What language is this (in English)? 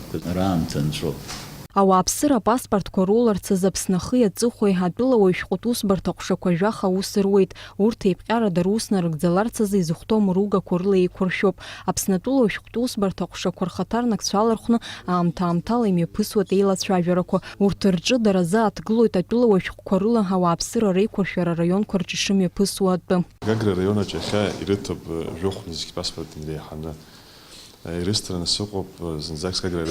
Abkhazian